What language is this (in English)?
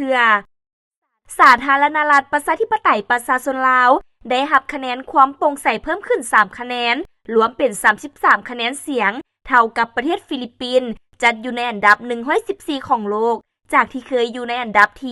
Lao